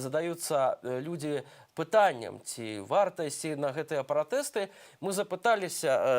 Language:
Belarusian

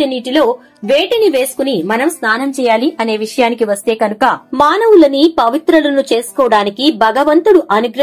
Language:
Telugu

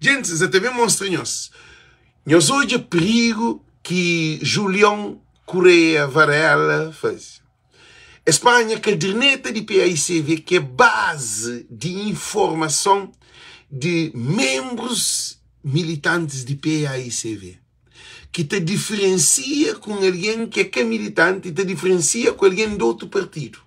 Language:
Kabuverdianu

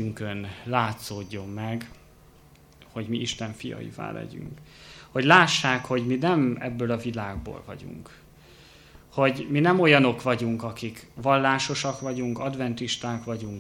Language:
Hungarian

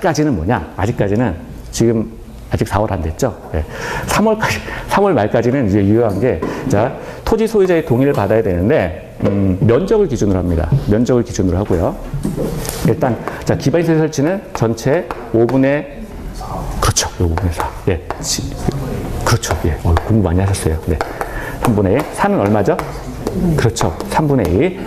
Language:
Korean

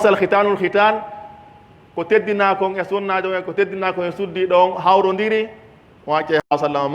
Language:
Pular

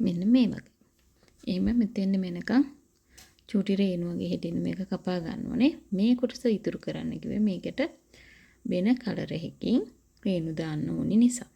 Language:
Sinhala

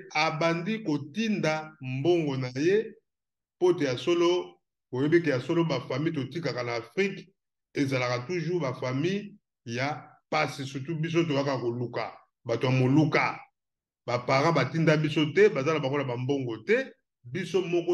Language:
Lingala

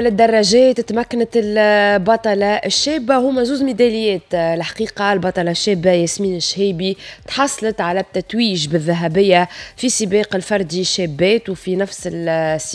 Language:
Tunisian Arabic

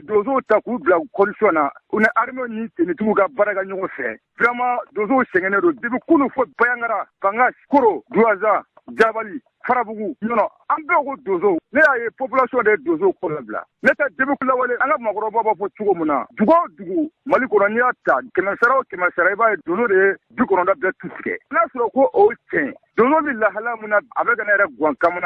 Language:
Bambara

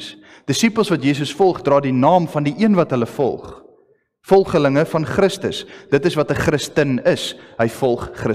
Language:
Afrikaans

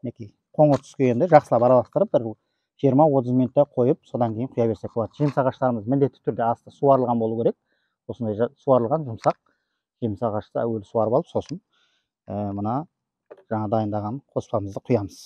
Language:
Kazakh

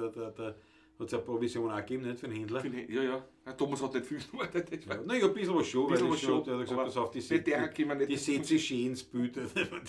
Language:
Bavarian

